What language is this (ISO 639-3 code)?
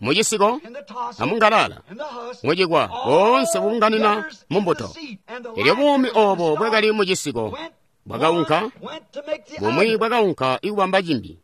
toi